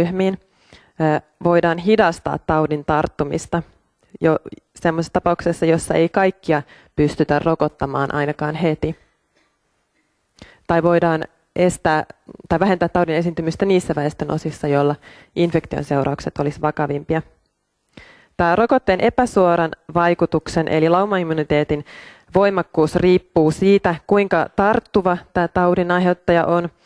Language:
Finnish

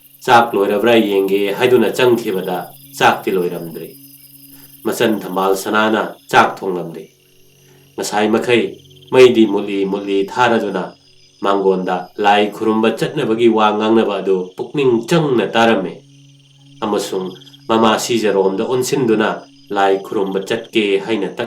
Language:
Manipuri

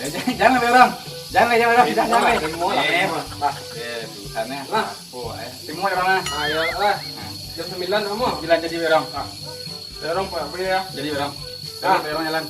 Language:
Minangkabau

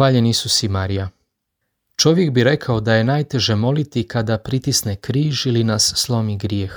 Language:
Croatian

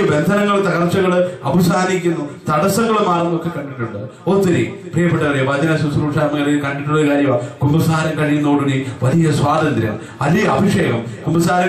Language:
Malayalam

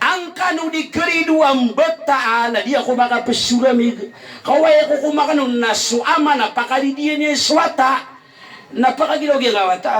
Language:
Maranao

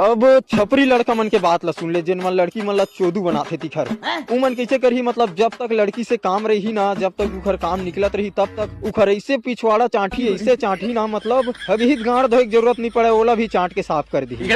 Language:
Chhattisgarhi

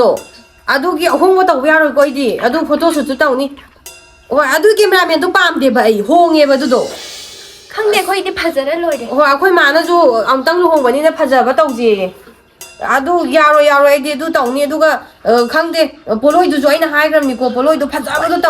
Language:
Manipuri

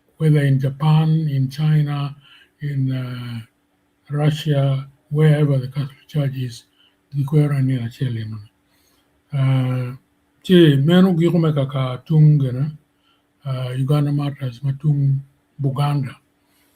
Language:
Acoli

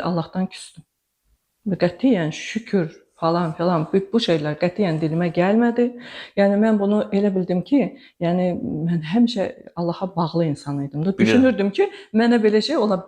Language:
Azerbaijani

